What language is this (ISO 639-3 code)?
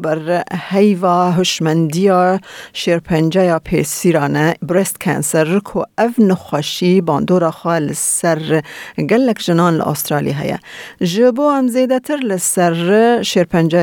kur